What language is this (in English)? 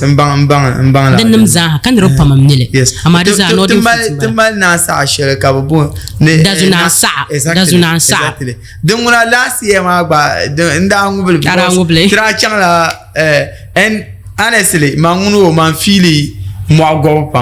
Dagbani